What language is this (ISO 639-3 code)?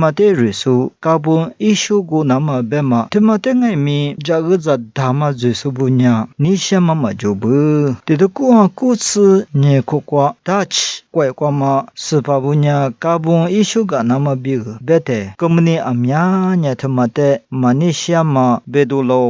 lis